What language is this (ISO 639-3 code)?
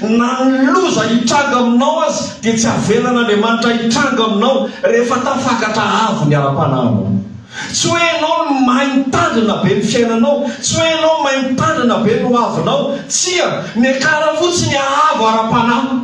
mlg